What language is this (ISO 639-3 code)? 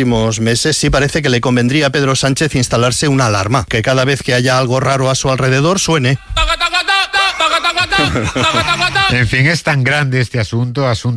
spa